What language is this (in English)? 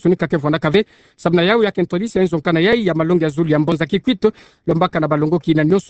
Kituba (Democratic Republic of Congo)